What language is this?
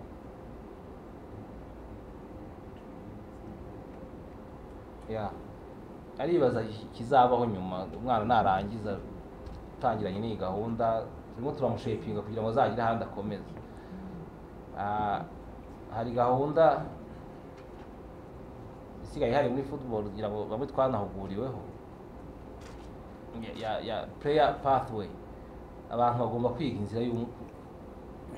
Kinyarwanda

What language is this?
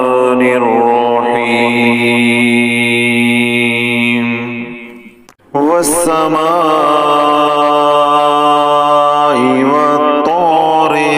Urdu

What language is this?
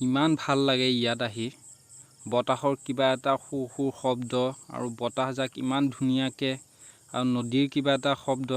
Assamese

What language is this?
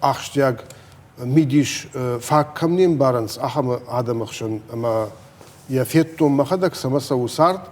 Ossetic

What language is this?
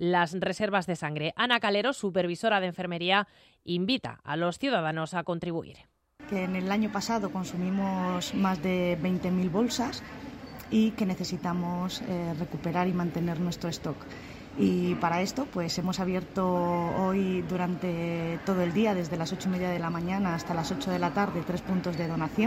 Spanish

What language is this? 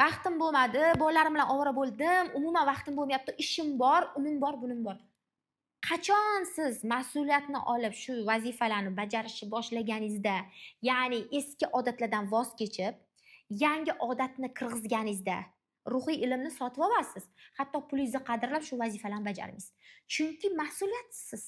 Uzbek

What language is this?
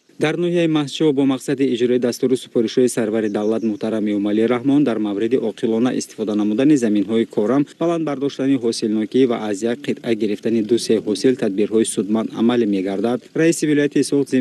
Tajik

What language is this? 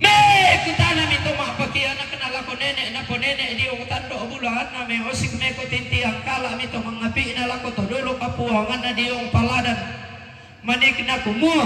Toraja-Sa'dan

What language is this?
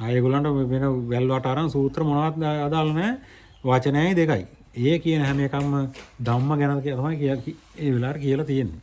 Sinhala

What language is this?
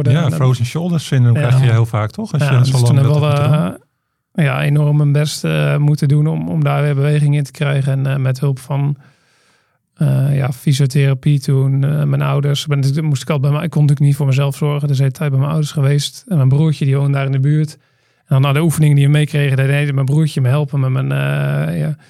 Dutch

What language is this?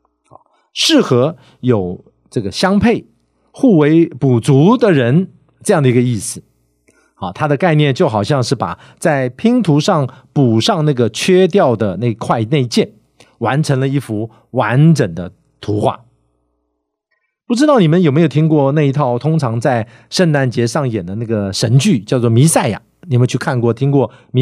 Chinese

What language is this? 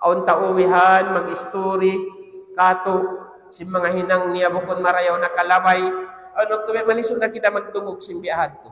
Tausug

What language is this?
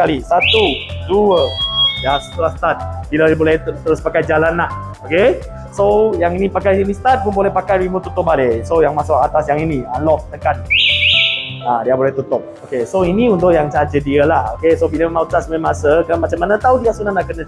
Malay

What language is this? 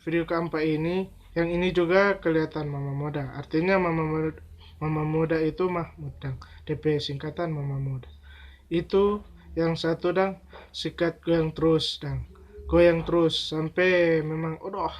Manado Malay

